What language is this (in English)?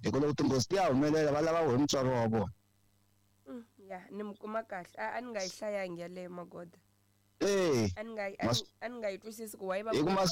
Tsonga